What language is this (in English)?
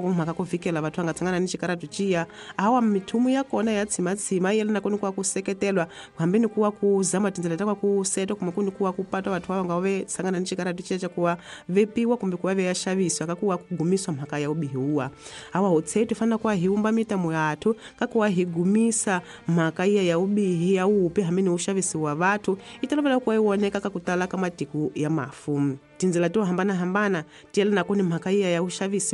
Tsonga